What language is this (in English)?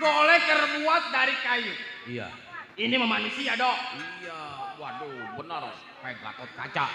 Betawi